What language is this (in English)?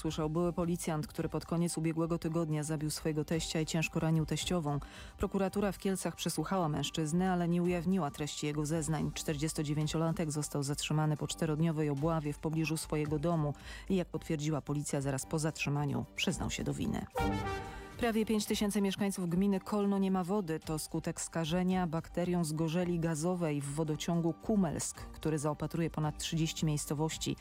Polish